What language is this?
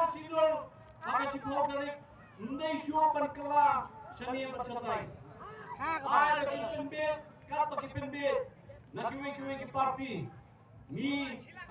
Khasi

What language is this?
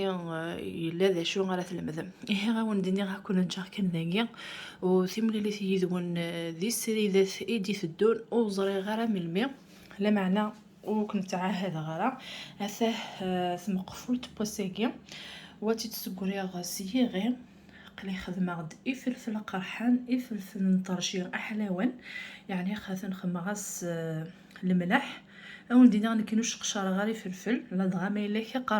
Kabyle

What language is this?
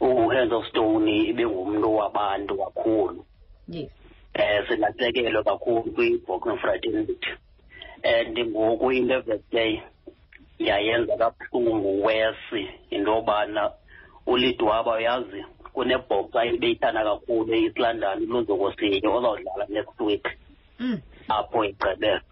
Xhosa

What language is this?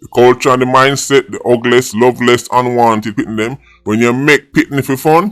Jamaican Creole English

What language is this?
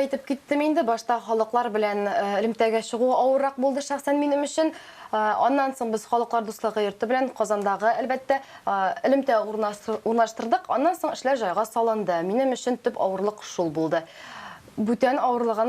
Tatar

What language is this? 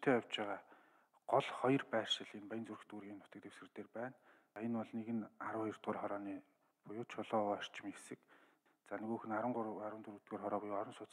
Mongolian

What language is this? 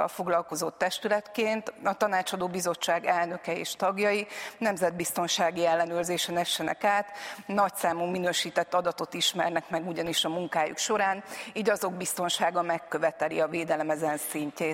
Hungarian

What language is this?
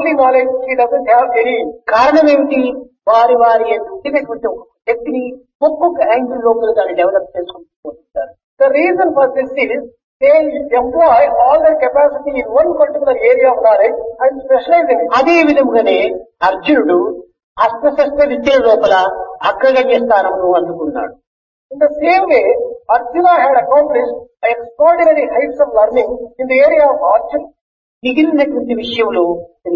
Telugu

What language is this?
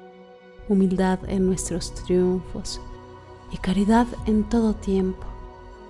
Spanish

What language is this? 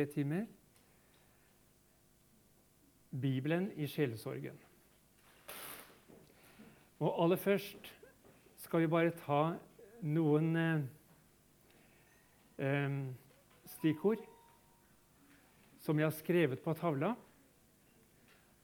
Norwegian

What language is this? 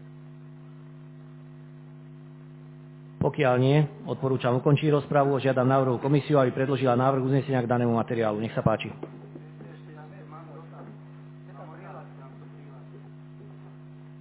Slovak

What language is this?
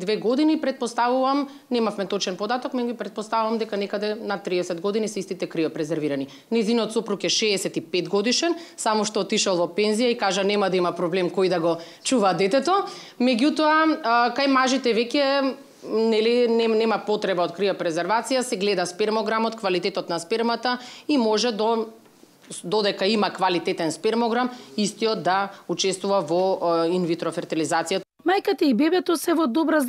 Macedonian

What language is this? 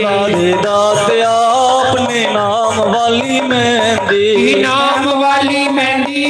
Dogri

